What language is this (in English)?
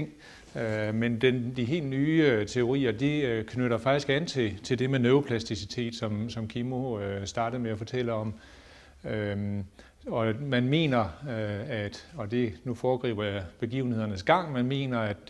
Danish